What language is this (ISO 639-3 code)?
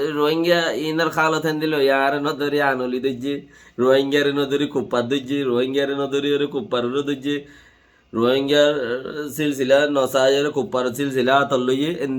rhg